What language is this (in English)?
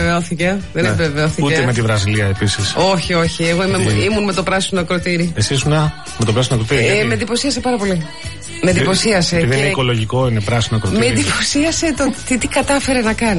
Greek